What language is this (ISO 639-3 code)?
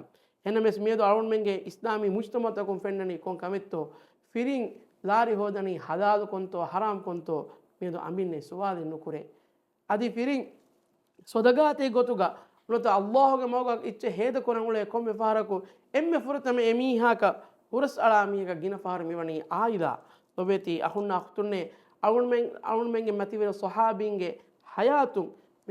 div